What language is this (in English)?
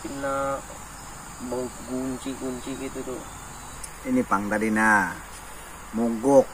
Banjar